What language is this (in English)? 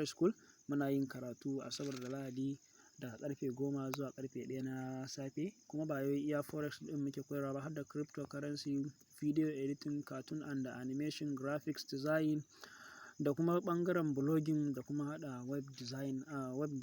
Hausa